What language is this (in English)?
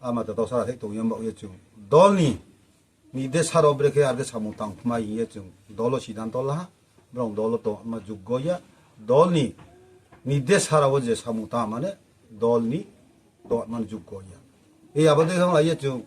Riang (India)